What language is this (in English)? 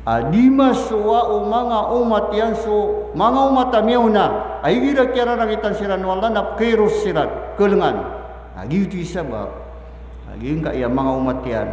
Maranao